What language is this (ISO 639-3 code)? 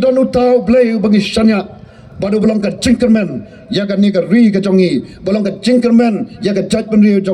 kha